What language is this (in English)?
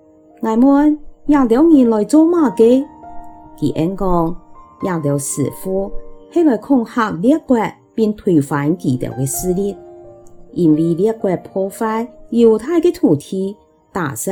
Hakka Chinese